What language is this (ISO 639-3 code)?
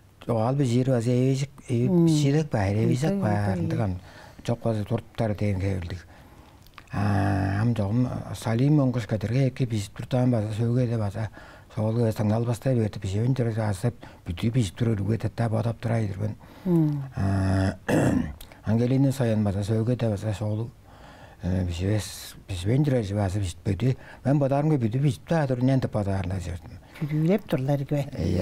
tyv